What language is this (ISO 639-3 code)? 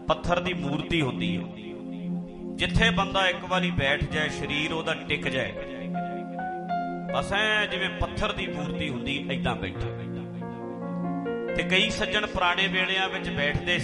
pan